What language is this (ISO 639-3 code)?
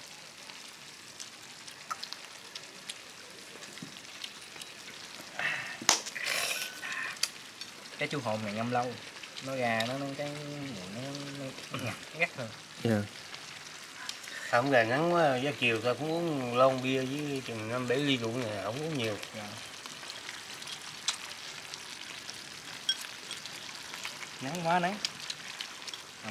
vie